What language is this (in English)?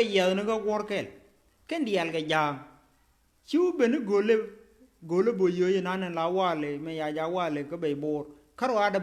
Nuer